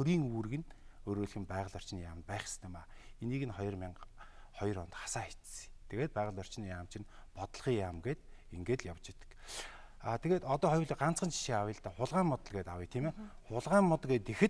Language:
Mongolian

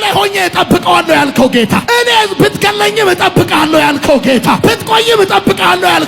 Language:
Amharic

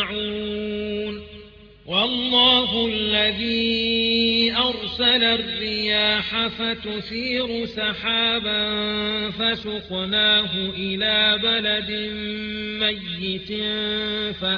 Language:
Arabic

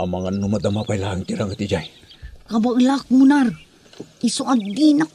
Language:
Iloko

